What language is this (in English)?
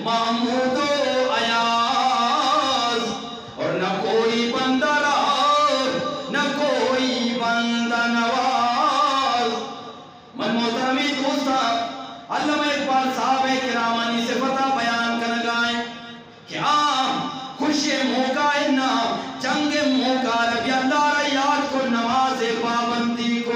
Eastern Balochi